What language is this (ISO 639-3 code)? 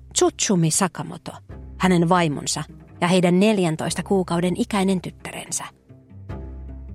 fin